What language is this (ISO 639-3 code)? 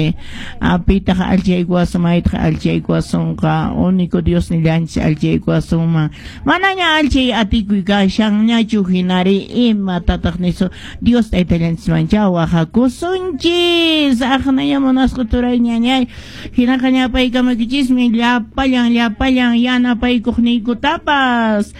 que